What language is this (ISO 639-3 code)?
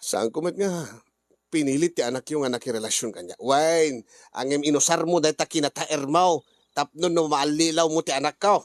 ilo